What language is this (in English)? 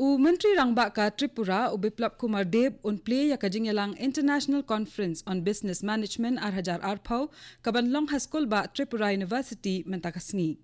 Khasi